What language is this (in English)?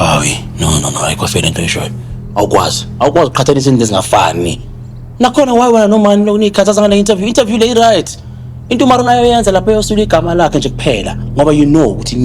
Zulu